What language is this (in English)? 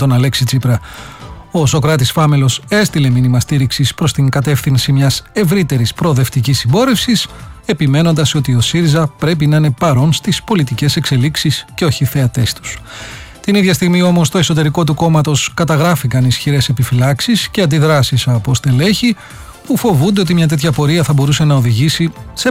Greek